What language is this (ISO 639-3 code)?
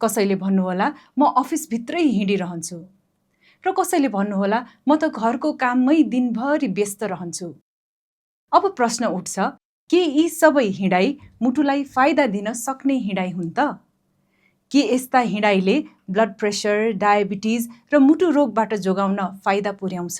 nep